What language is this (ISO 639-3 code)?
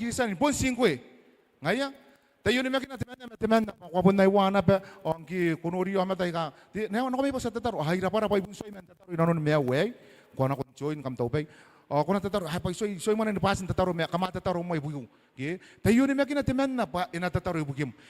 gil